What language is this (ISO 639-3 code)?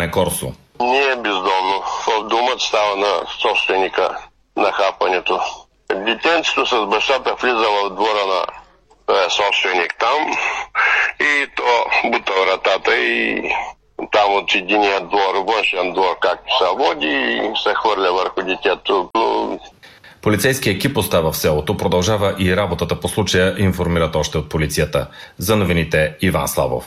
bul